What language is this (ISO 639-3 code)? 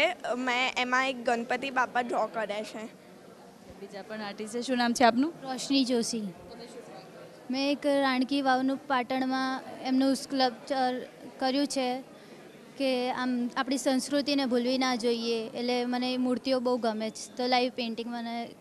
guj